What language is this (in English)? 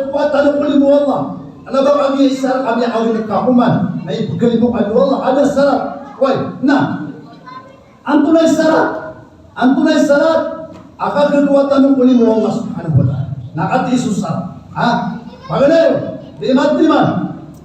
Maranao